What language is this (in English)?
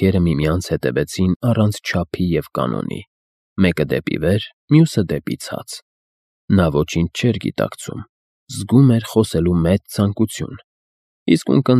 Armenian